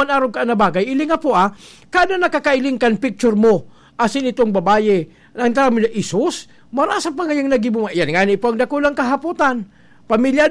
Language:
Bikol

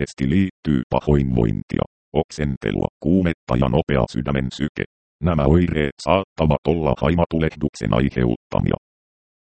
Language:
Finnish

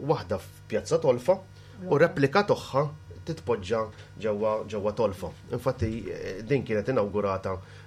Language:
Maltese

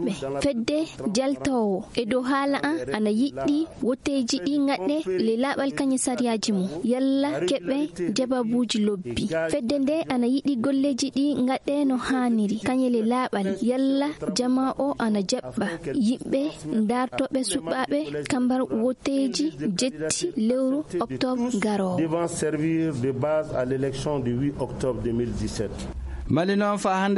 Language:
Fula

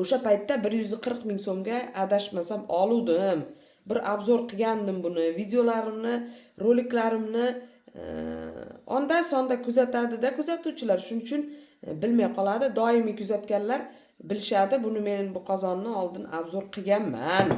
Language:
Uzbek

